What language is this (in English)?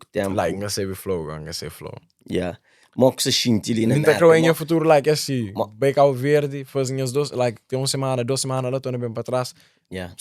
Kabuverdianu